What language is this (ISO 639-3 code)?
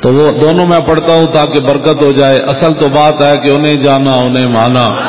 lah